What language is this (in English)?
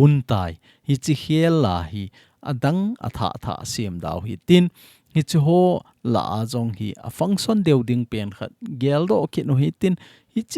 Thado Chin